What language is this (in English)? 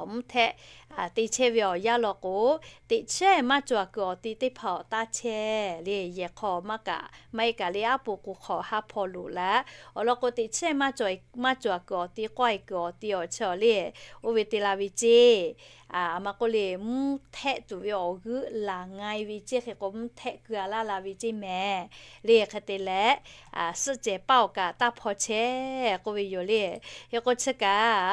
Lahu